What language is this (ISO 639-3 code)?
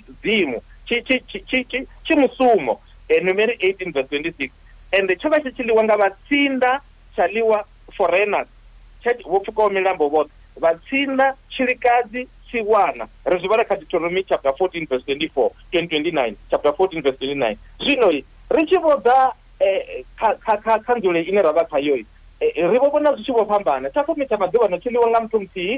ven